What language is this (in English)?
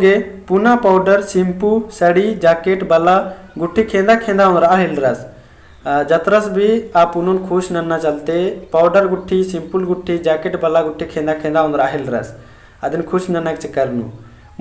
Kurukh